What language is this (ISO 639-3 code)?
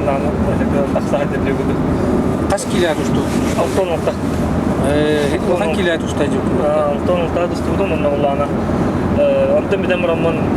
sah